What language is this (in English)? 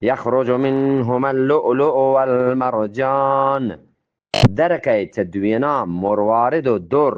Eastern Balochi